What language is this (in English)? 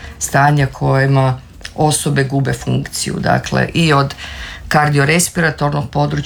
Croatian